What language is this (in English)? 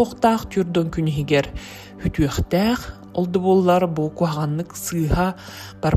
Yakut